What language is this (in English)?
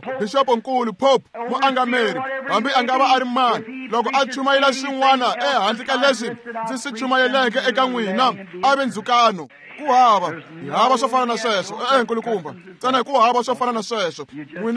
Tsonga